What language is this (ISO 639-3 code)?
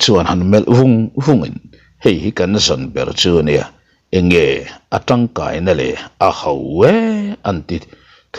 lus